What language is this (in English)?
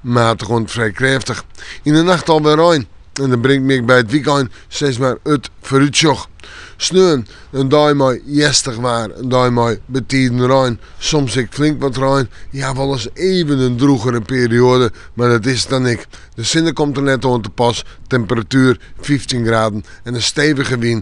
Western Frisian